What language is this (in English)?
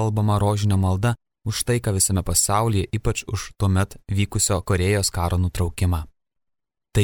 Lithuanian